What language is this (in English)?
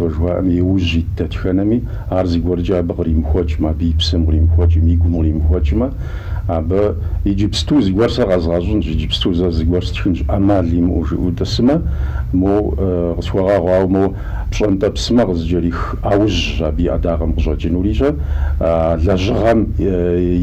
Kabardian